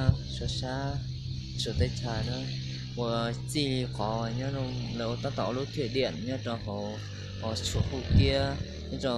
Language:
Hmong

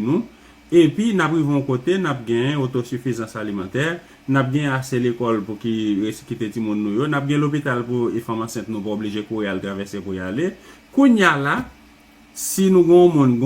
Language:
Haitian Creole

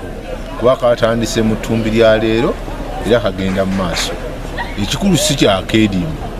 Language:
Ganda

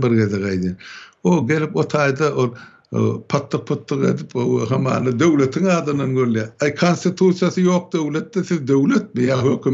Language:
Turkmen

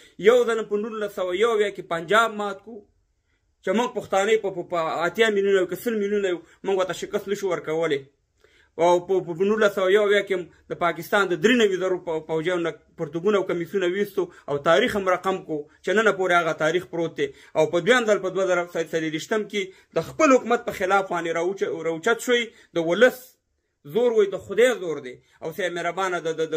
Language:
Pashto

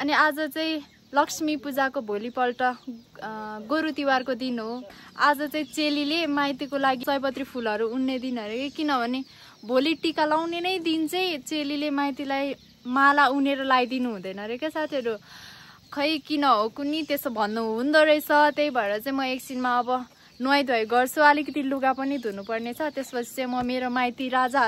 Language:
Nepali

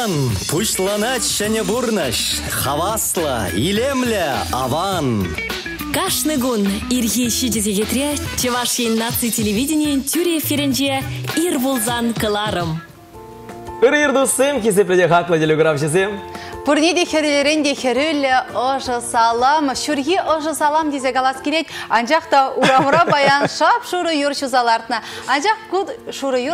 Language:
Chuvash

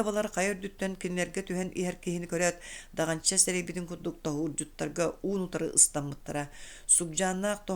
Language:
Yakut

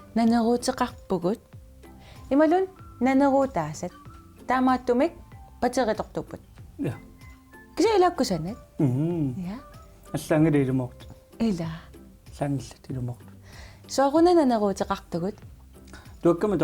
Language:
Kalaallisut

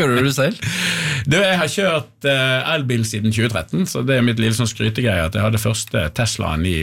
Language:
Norwegian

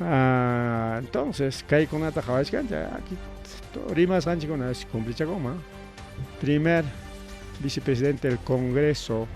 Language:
Ayacucho Quechua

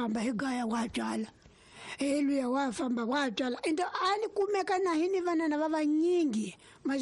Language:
Tsonga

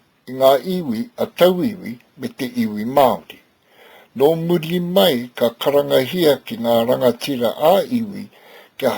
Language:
Māori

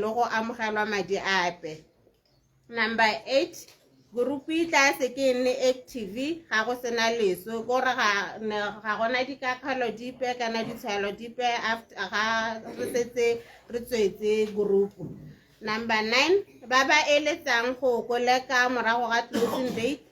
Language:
Tswana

